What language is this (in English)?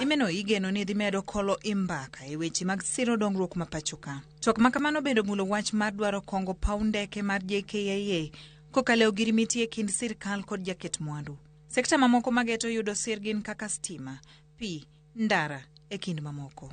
Luo (Kenya and Tanzania)